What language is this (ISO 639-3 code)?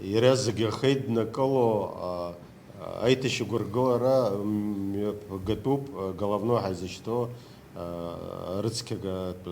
abk